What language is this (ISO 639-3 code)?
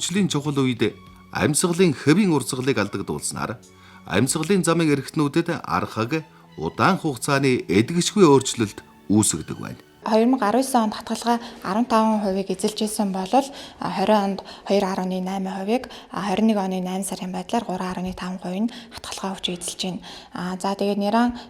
mon